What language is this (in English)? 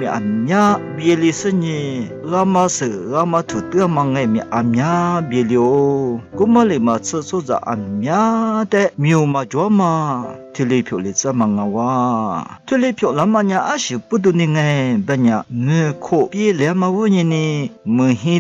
Lisu